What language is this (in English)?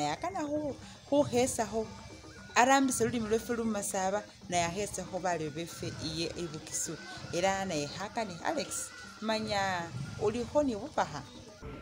Masaaba